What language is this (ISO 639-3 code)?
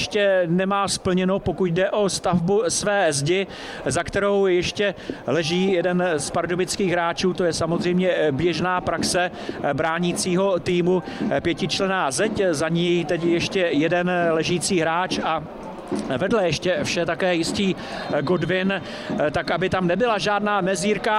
ces